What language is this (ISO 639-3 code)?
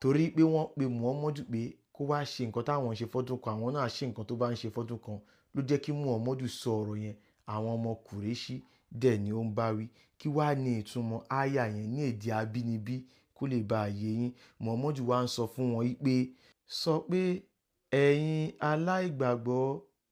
yor